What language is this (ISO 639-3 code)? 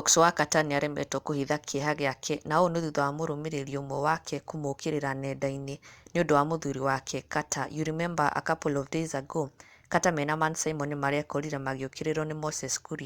kik